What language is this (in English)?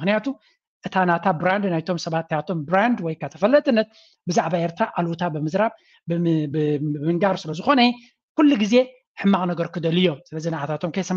Tigrinya